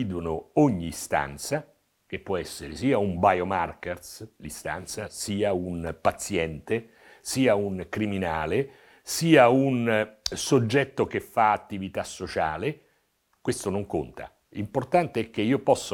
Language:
Italian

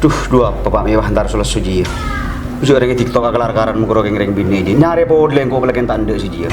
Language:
Madurese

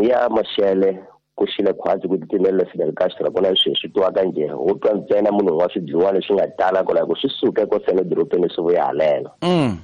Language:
Tsonga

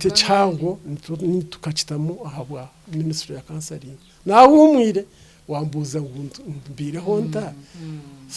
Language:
Nyankole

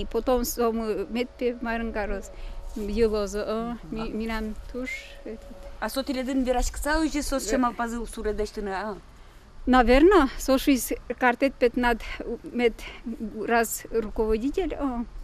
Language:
Udmurt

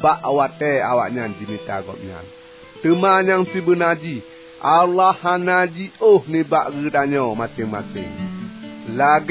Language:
Achinese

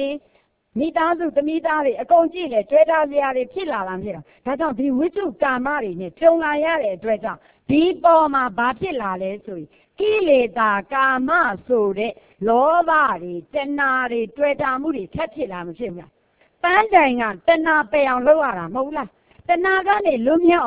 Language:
Burmese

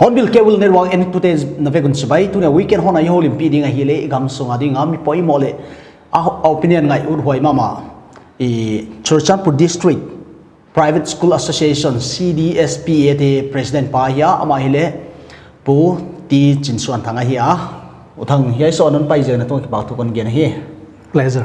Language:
Paite Chin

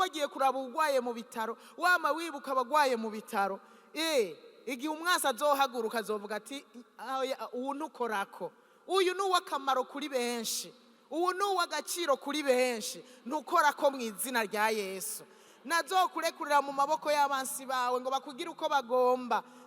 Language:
Rundi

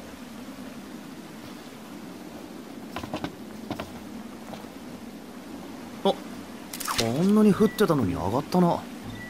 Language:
Japanese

